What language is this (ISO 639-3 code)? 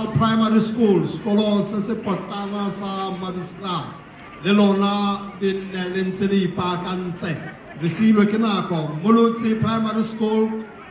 tsn